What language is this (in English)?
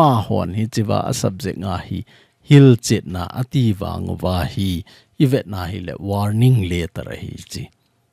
Thado Chin